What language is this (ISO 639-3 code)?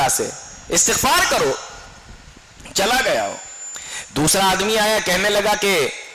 urd